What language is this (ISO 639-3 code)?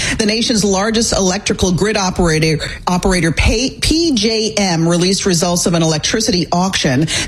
eng